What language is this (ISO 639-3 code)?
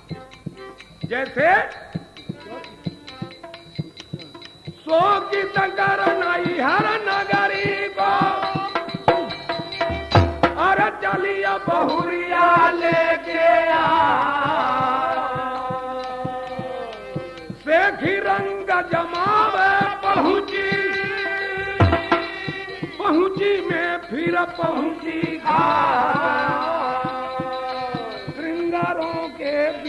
bho